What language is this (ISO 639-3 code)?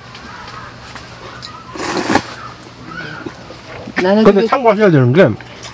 kor